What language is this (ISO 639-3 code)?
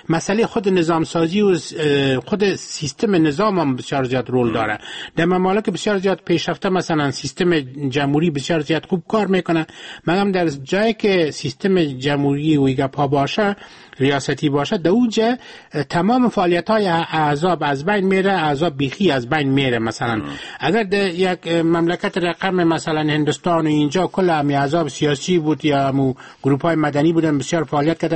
fas